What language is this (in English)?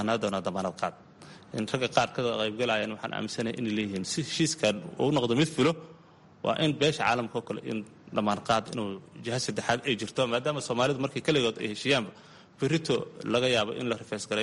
Somali